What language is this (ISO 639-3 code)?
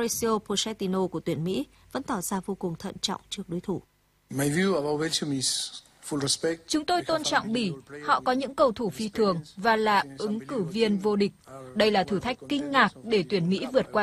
vie